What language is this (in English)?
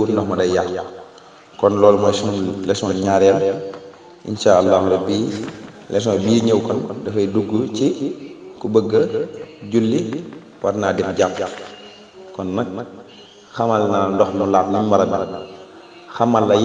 Wolof